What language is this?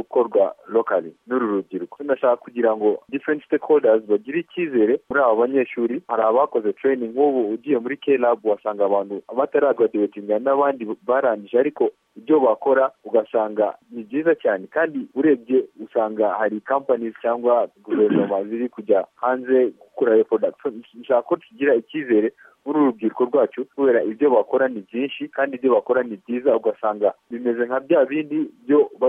Kinyarwanda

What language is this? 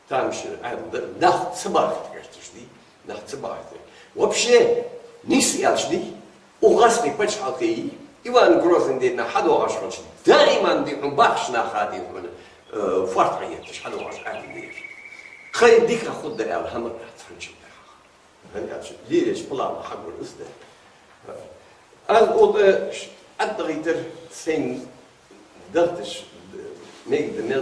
Ingush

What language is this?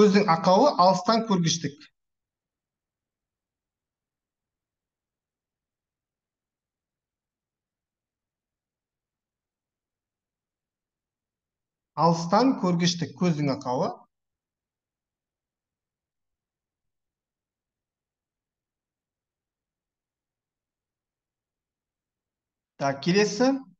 Kazakh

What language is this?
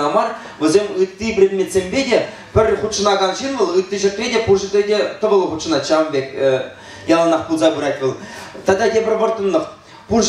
Chuvash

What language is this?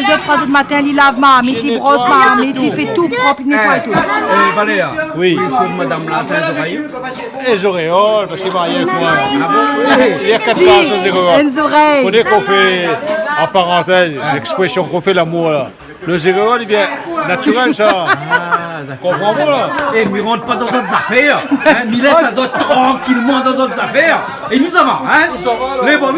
Réunion Creole French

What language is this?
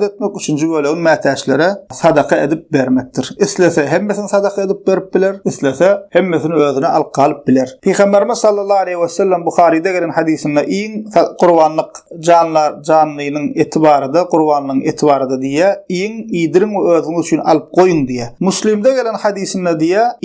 Turkmen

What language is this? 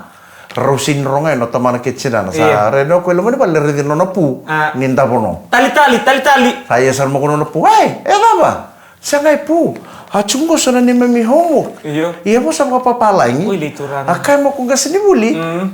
Fijian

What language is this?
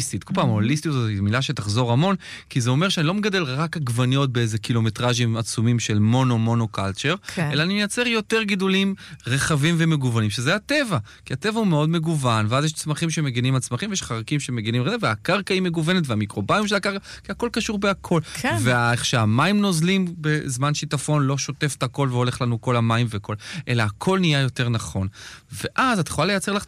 Hebrew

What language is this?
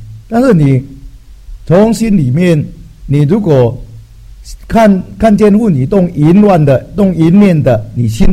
Chinese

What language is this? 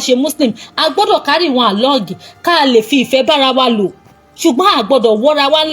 Yoruba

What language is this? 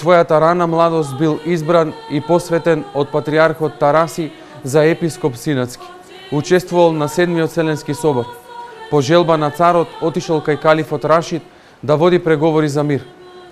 Macedonian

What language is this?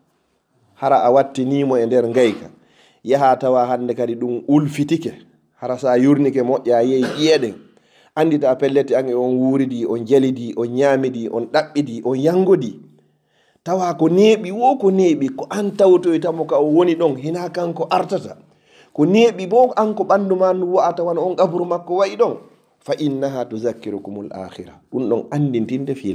Fula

